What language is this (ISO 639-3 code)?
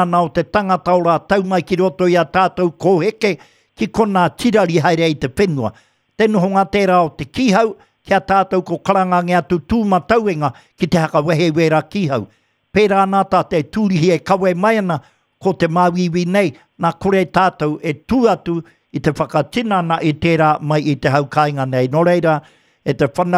mri